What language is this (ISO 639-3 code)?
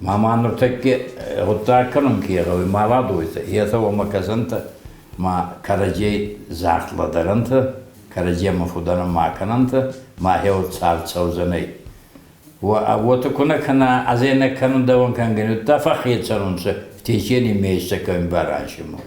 oss